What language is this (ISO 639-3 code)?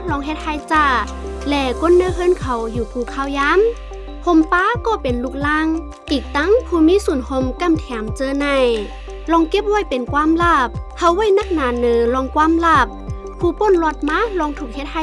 shn